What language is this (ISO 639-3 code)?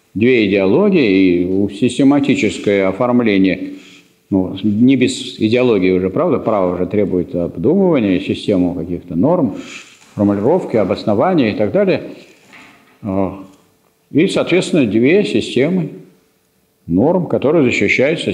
rus